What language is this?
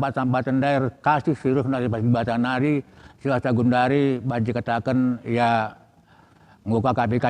Batak Karo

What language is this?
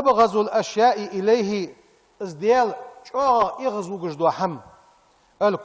Ingush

